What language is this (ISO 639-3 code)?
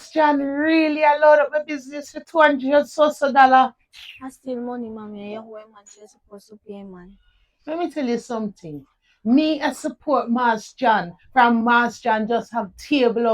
jam